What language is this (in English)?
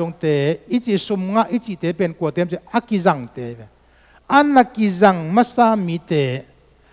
Tedim Chin